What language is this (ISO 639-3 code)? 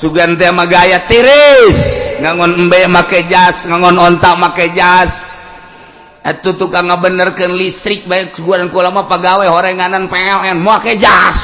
sun